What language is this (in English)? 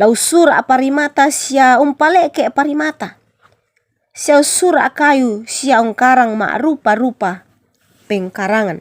Toraja-Sa'dan